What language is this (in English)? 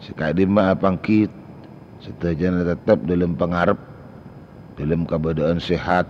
Madurese